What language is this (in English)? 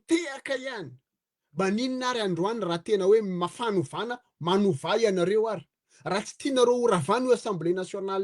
Malagasy